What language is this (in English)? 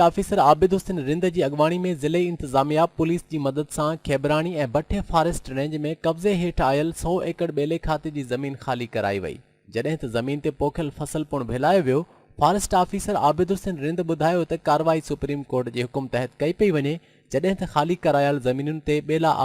Sindhi